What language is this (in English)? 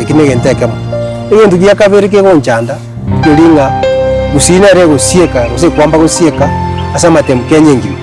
Gusii